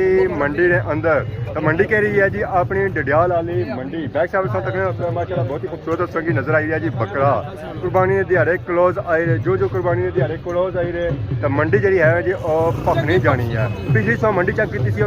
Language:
Pahari-Potwari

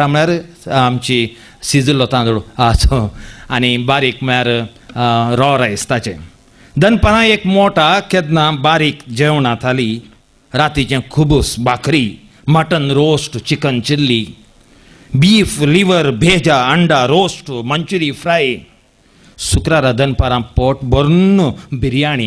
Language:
Konkani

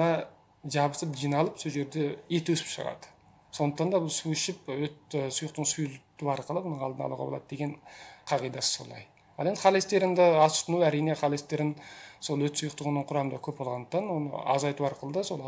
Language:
Kazakh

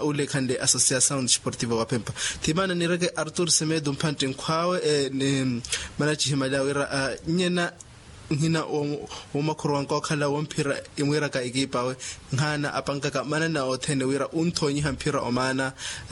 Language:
Makhuwa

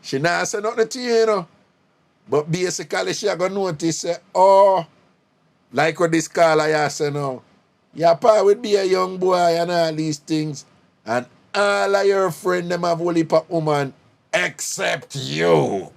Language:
Jamaican Creole English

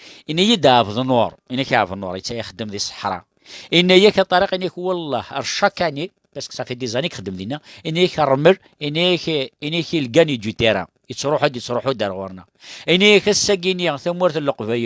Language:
Kabyle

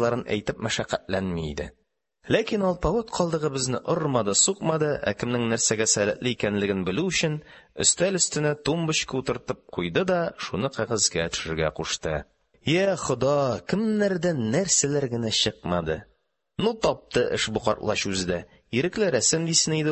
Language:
Tatar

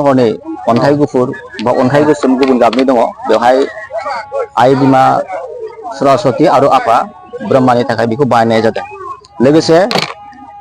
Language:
Bodo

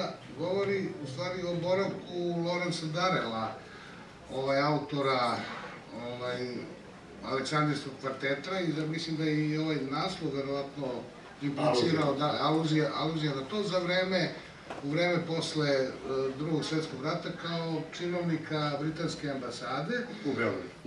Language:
Serbian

